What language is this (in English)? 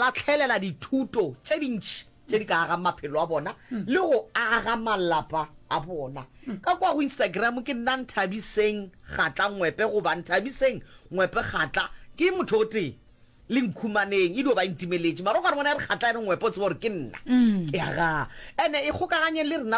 Northern Sotho